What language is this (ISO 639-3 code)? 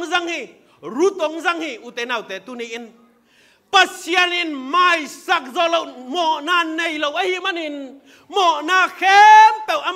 ctd